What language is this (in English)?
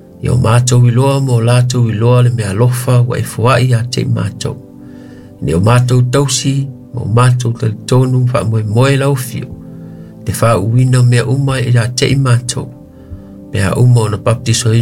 Samoan